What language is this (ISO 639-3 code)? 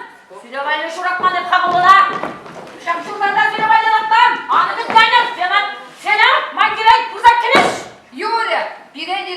chv